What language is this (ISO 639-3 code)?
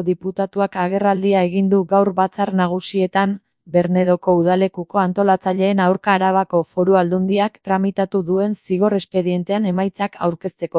eus